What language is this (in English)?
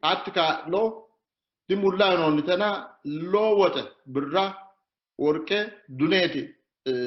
Sidamo